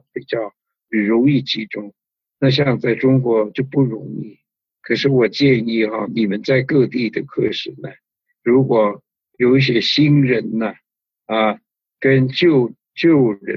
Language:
Chinese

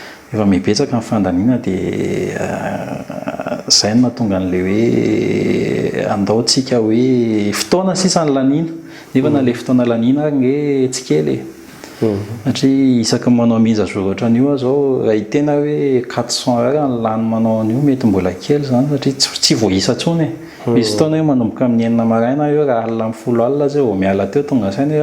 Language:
Malagasy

